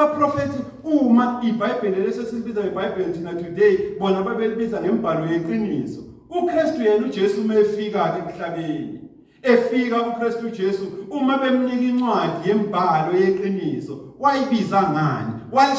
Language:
Zulu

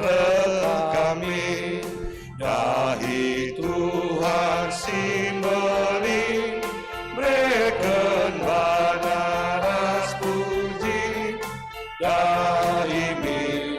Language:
Batak Karo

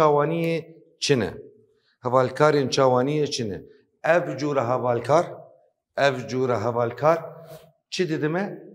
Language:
Kurdish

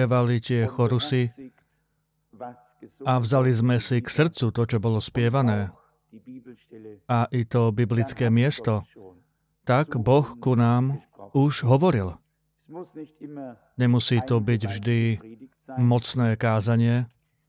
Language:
Slovak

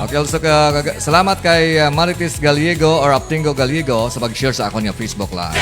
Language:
Hiligaynon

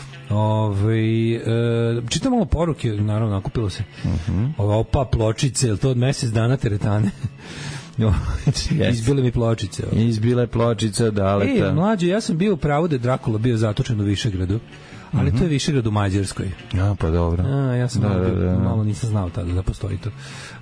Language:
Serbian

